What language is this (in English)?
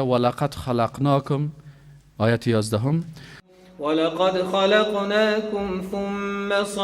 Persian